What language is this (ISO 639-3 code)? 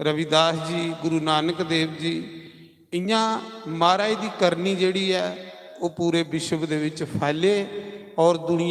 doi